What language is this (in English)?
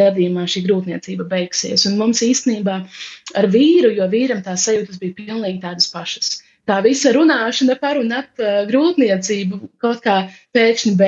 Latvian